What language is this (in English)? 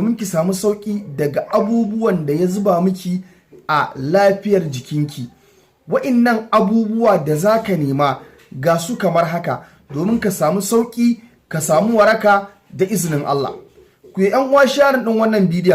Hausa